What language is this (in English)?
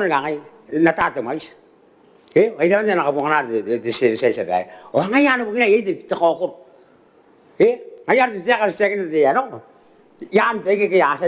Gilbertese